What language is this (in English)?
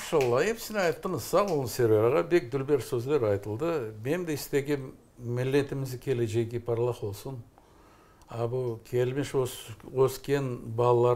Crimean Tatar